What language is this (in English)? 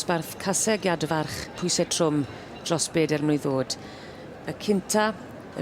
Welsh